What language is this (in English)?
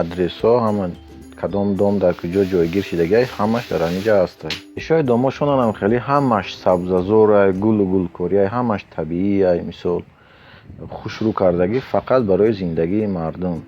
Tajik